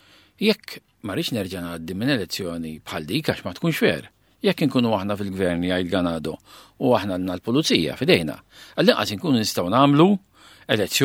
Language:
Maltese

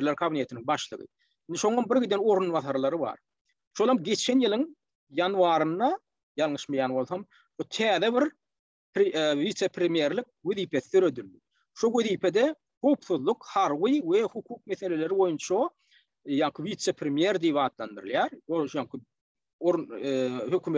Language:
Turkmen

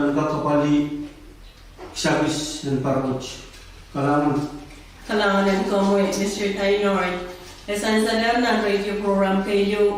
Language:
Pohnpeian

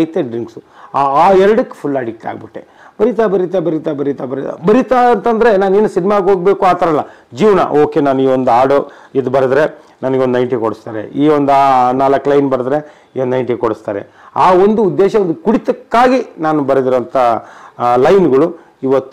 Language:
Kannada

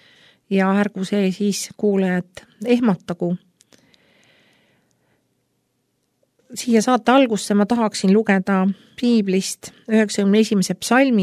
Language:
Estonian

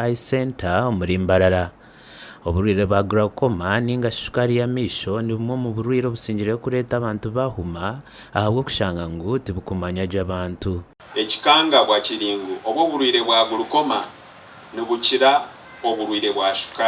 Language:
Nyankole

